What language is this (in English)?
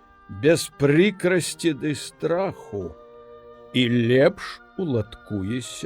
Belarusian